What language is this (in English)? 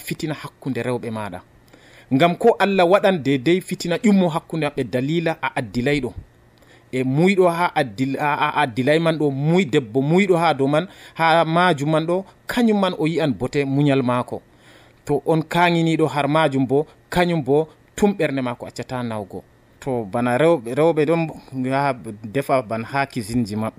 Nigerian Fulfulde